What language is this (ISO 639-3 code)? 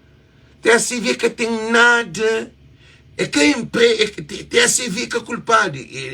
kea